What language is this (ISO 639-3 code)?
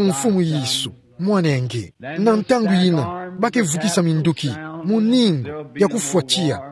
ktu